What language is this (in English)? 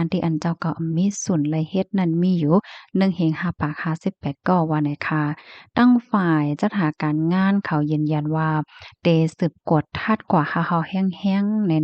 Shan